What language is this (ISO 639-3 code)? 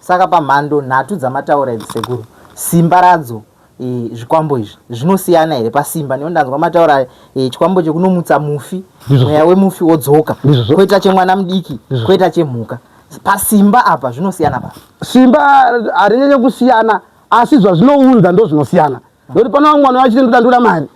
sna